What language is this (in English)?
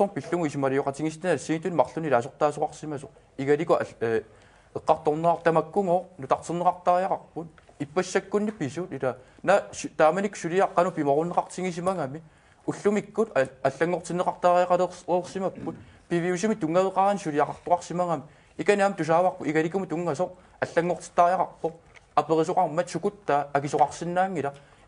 Kalaallisut